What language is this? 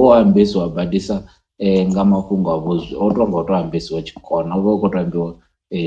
Venda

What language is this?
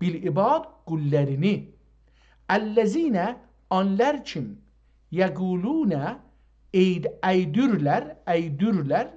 South Azerbaijani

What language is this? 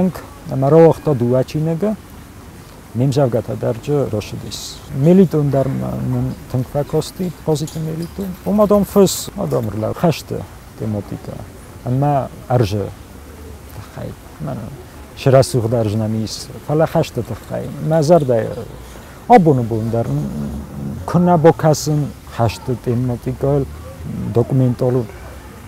Ossetic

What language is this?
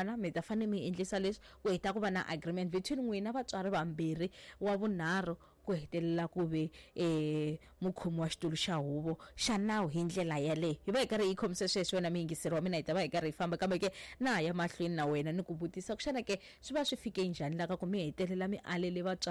Tsonga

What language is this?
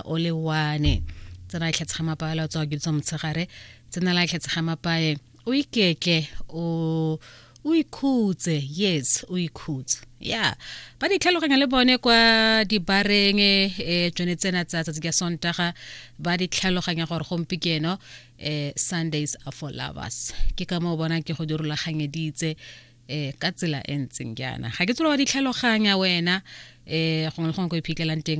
Tswana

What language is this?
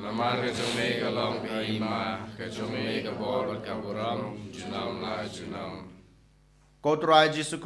Khasi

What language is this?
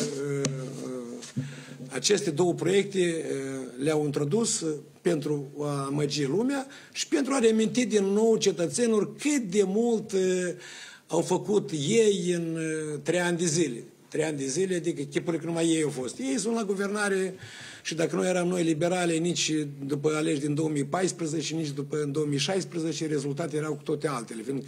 Romanian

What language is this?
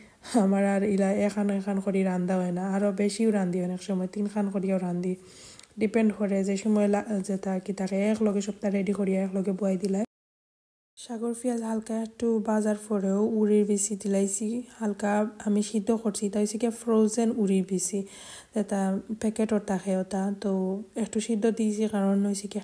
Sylheti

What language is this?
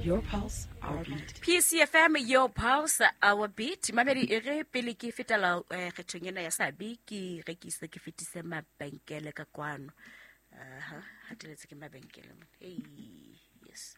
Southern Sotho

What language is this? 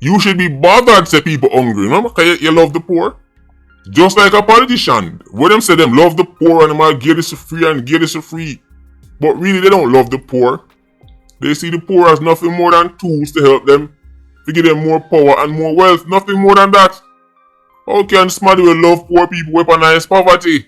Jamaican Creole English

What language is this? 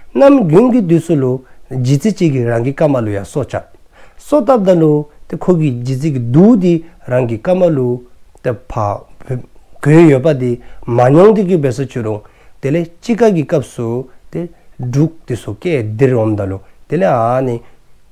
Dzongkha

